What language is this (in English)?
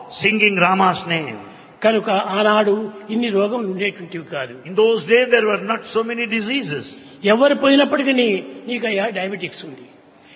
Telugu